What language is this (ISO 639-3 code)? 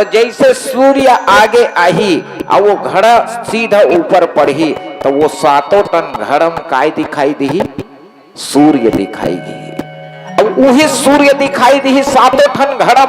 hne